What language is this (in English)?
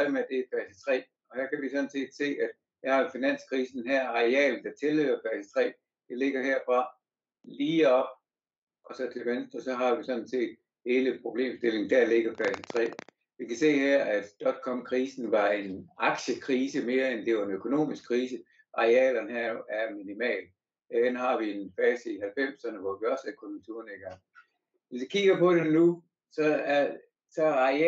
Danish